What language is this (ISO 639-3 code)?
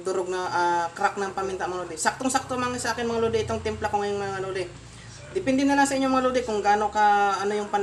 fil